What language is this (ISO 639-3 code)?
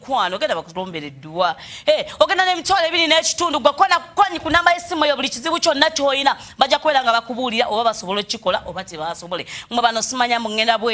lug